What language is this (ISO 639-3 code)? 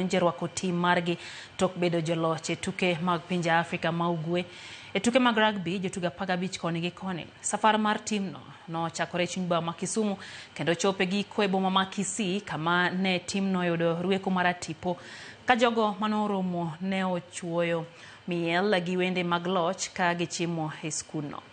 luo